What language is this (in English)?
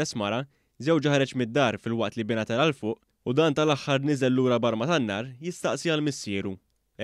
Maltese